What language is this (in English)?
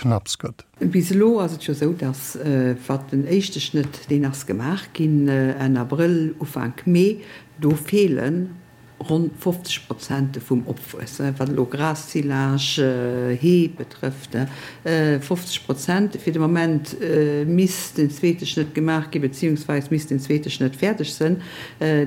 Luxembourgish